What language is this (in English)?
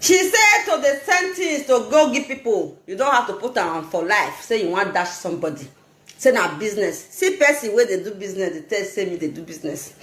Nigerian Pidgin